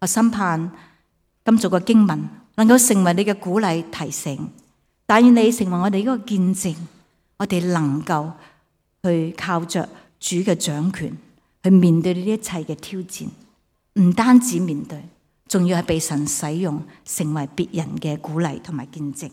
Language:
Cantonese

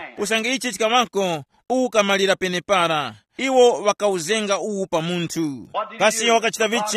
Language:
Tumbuka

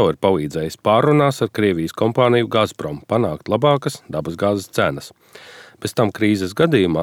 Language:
Latvian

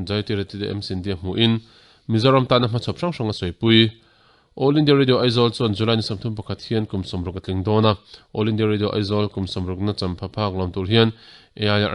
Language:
Mizo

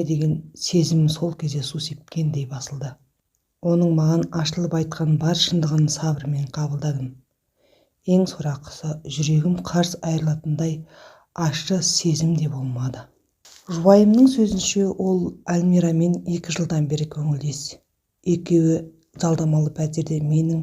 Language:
Kazakh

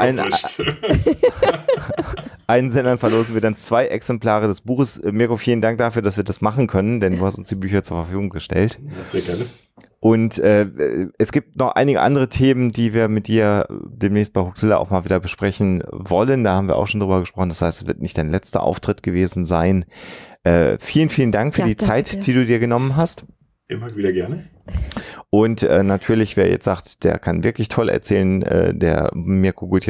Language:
German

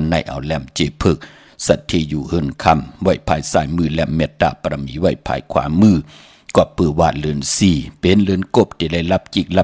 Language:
Shan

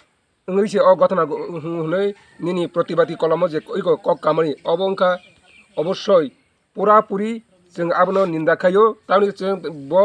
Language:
Kok Borok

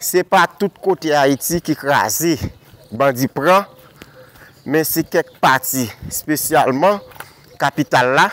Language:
Haitian Creole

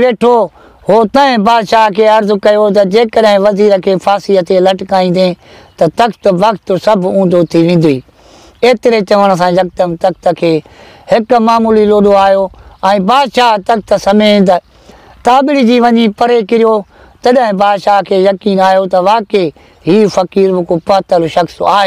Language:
Sindhi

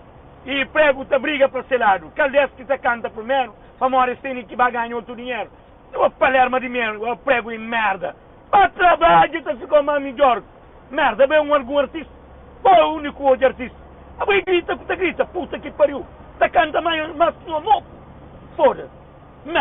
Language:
Kabuverdianu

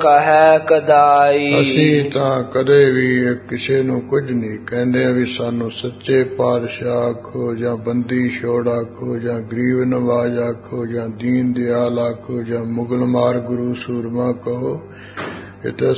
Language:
Punjabi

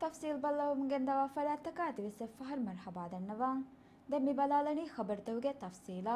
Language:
Divehi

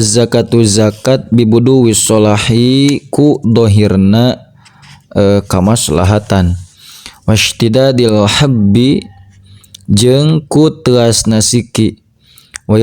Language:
Sundanese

